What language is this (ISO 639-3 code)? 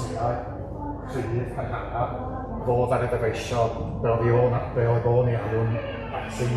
cym